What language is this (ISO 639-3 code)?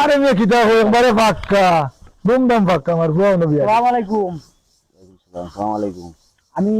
syl